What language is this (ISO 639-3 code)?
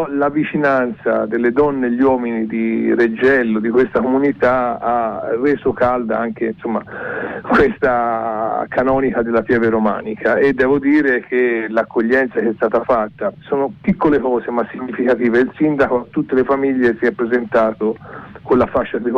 ita